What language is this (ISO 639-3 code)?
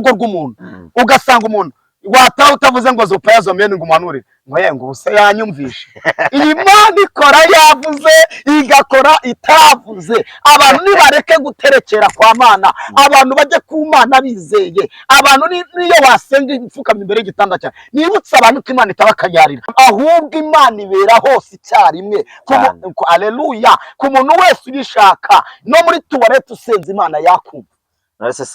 kin